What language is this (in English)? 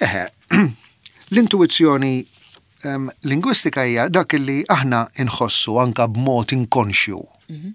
Maltese